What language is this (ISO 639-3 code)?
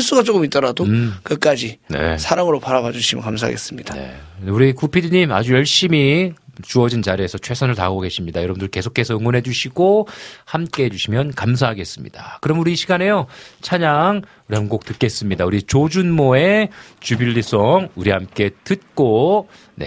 kor